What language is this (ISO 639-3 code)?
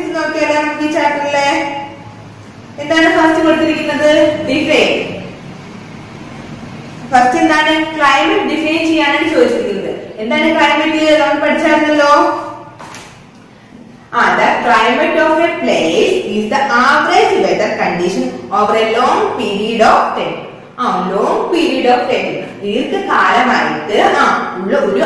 mal